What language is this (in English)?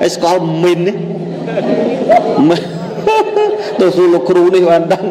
Khmer